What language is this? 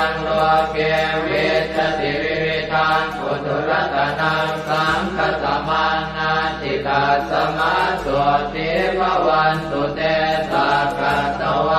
Pali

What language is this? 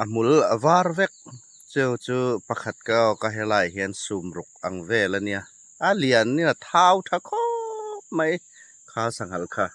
Hmar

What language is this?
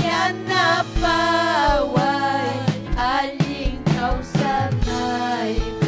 Ayacucho Quechua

